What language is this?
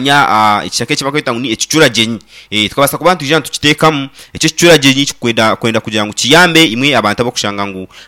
Nyankole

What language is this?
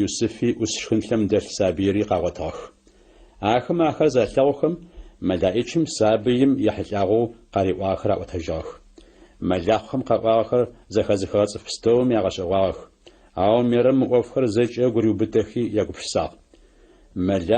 Adyghe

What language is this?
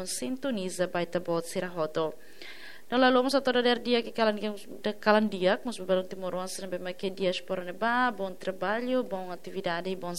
Tetum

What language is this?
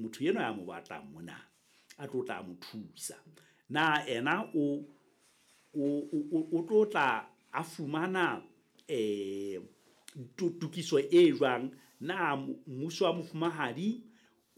Southern Sotho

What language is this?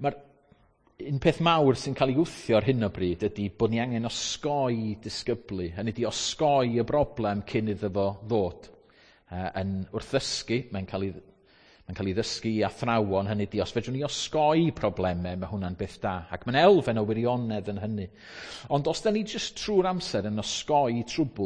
Welsh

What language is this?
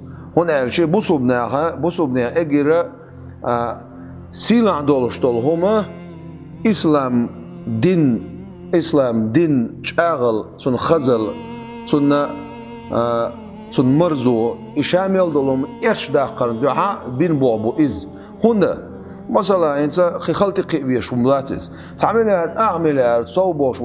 Chechen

